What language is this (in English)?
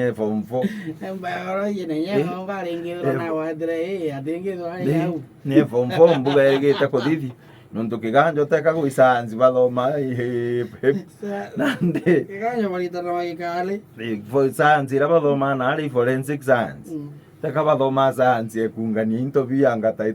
Meru